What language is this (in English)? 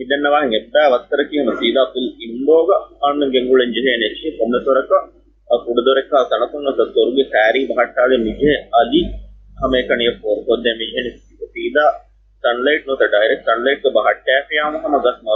Divehi